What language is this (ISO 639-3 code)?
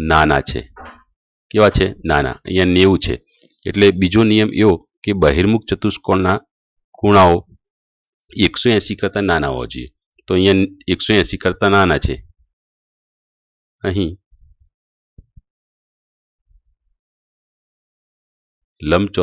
guj